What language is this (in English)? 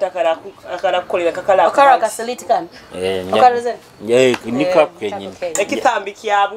Nyoro